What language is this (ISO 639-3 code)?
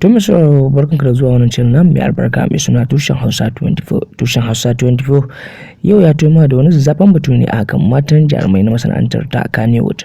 hau